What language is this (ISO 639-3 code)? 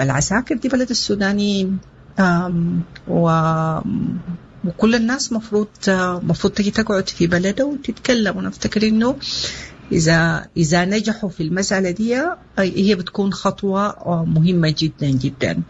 apd